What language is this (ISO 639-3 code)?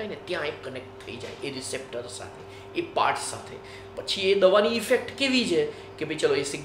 guj